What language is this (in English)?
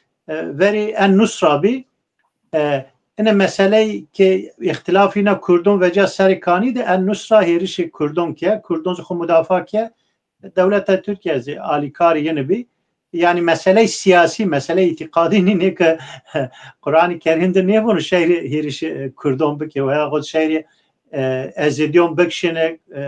Zaza